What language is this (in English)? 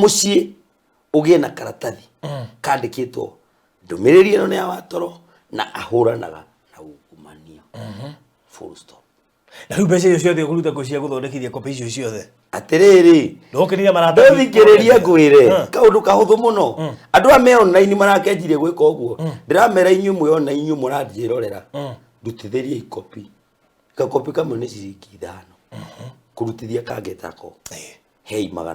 Kikuyu